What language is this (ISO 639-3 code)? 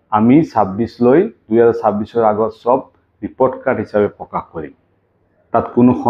asm